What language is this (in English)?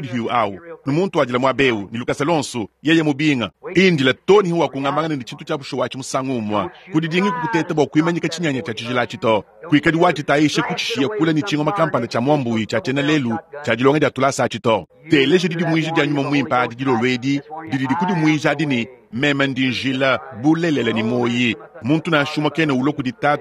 Luba-Lulua